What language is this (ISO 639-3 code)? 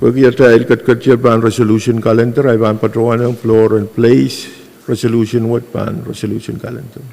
pon